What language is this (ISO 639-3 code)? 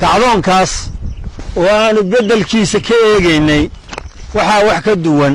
som